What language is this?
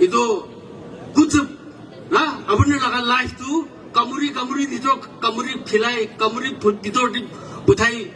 Naga Pidgin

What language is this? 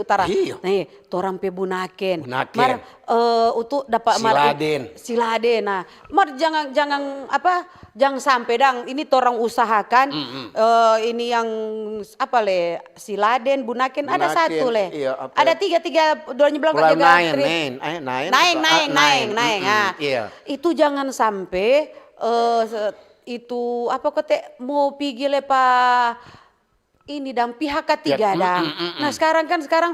Manado Malay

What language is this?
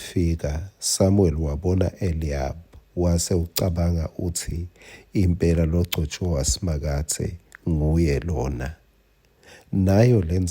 Swati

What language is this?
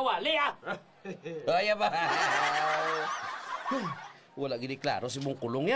Hiligaynon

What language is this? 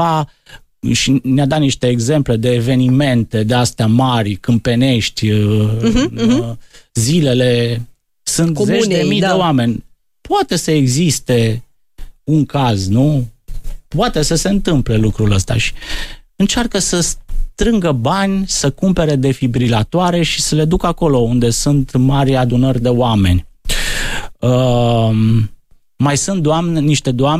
Romanian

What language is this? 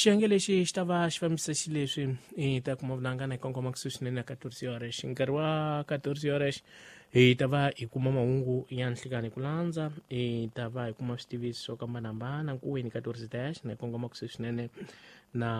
Tsonga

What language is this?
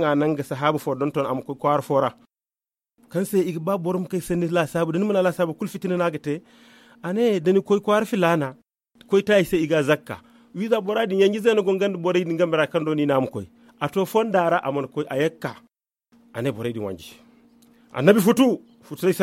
Zarma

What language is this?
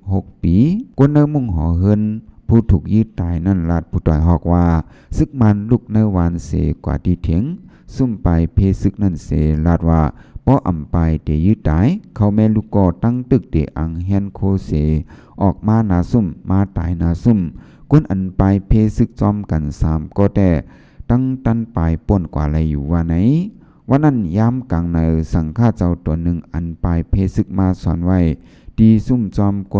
Shan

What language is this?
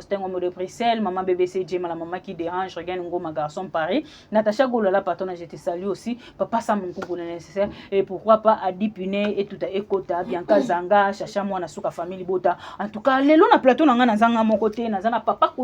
Lingala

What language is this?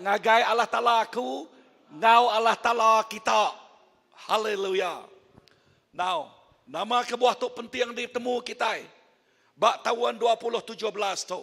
Iban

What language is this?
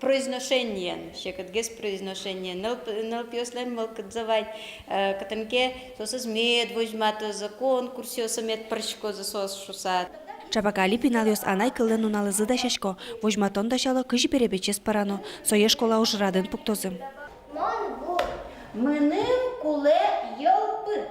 Udmurt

